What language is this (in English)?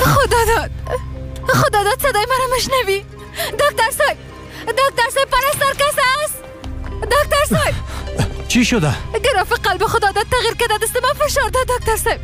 Persian